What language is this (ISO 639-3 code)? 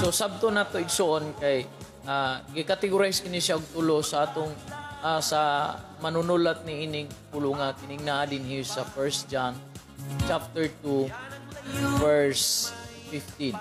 ceb